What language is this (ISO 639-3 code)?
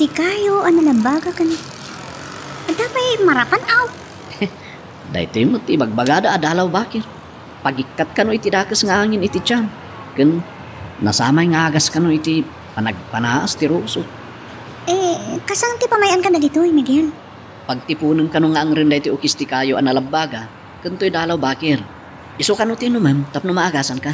ilo